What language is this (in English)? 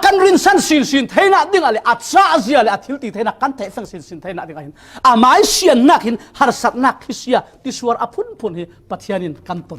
Falam Chin